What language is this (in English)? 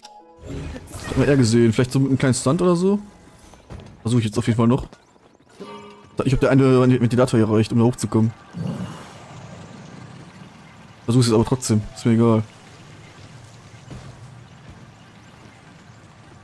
German